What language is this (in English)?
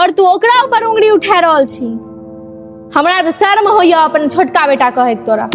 Maithili